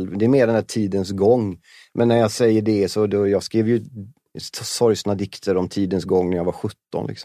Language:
Swedish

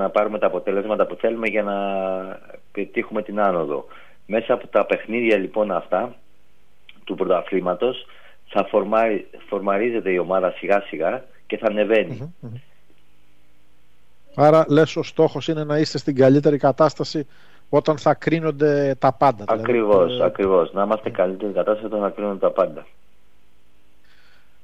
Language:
Greek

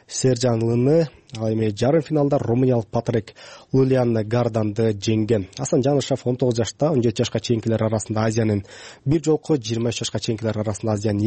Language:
Kyrgyz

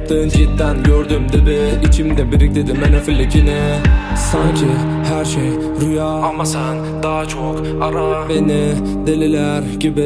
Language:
Turkish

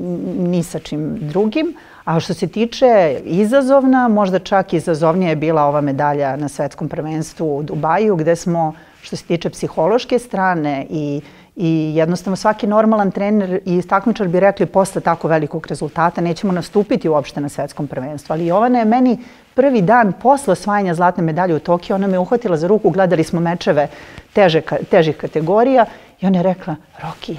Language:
Serbian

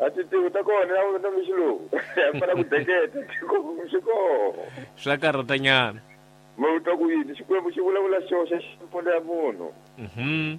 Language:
Tsonga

